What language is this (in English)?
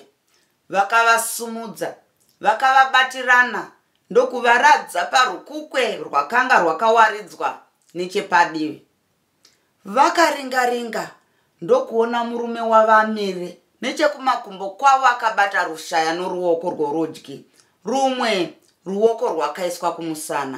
Shona